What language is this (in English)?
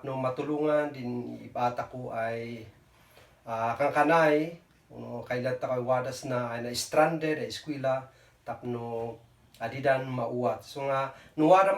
Kankanaey